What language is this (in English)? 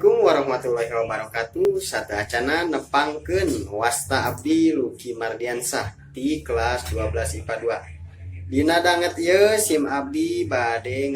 Sundanese